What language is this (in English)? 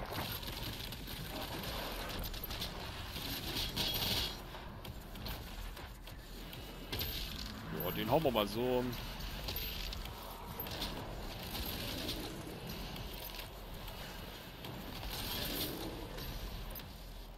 German